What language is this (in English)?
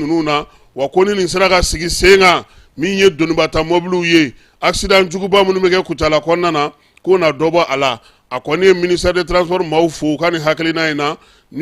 Bambara